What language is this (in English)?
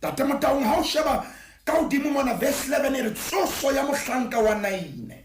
Southern Sotho